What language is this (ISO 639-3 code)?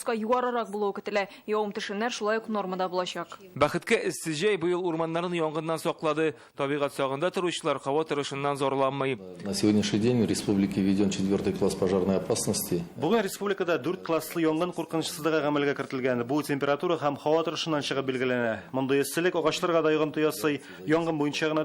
tat